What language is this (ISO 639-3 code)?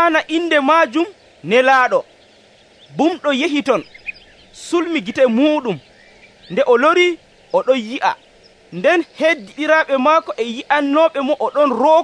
fuv